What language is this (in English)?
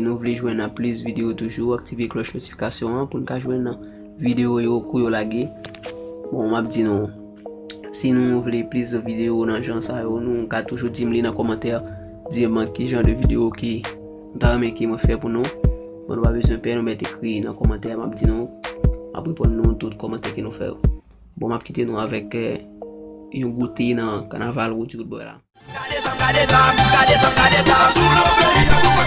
Haitian Creole